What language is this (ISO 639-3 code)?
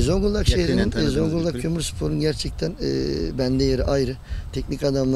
tur